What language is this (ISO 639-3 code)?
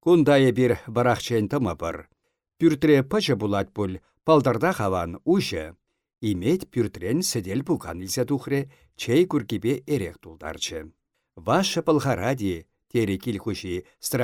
chv